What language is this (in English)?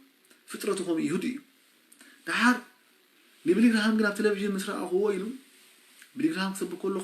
Tigrinya